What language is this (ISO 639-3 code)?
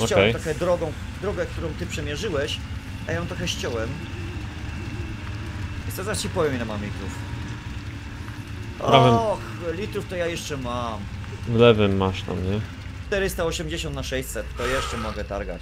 pol